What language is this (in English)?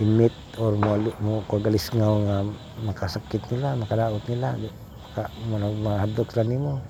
Cebuano